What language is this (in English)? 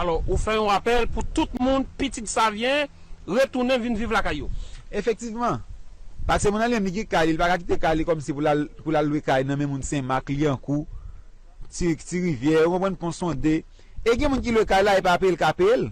Haitian Creole